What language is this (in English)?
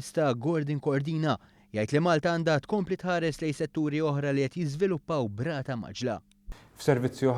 Maltese